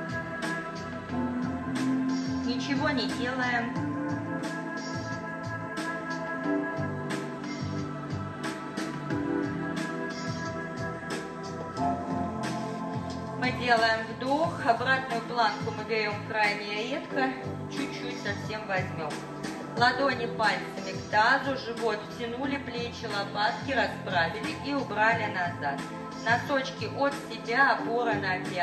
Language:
Russian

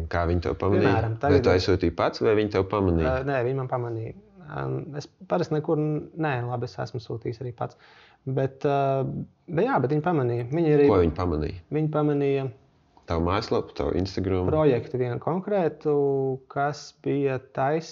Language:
Latvian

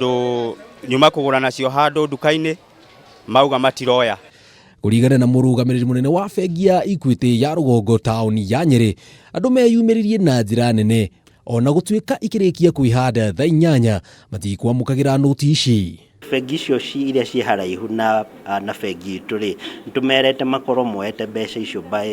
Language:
Kikuyu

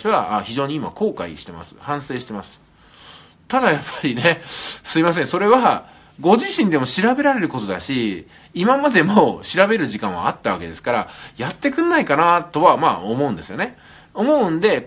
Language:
Japanese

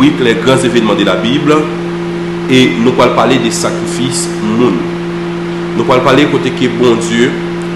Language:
Haitian Creole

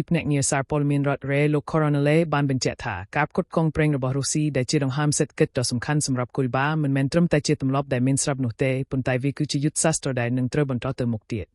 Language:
Khmer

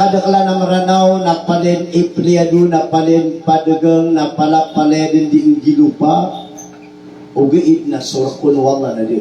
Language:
Maranao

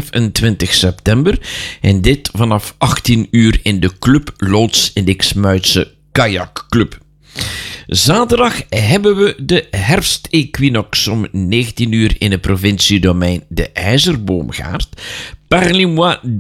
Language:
Dutch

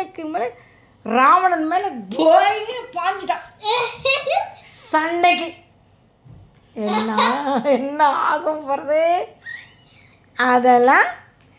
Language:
Tamil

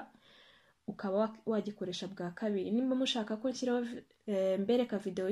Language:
Kinyarwanda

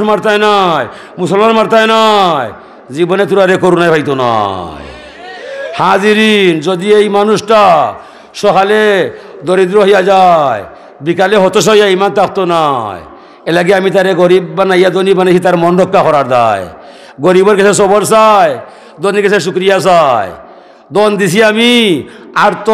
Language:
Sylheti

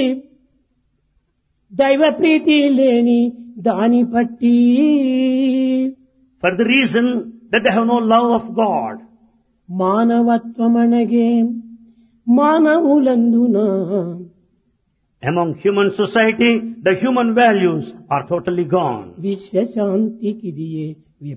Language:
Telugu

